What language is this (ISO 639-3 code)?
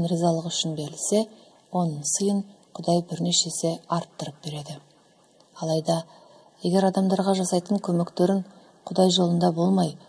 kaz